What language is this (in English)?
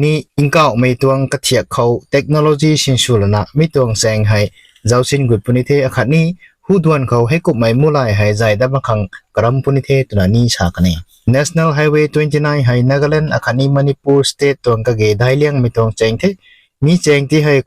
Rongmei Naga